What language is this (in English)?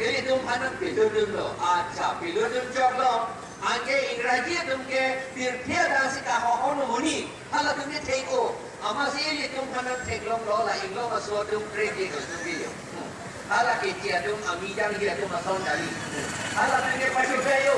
Karbi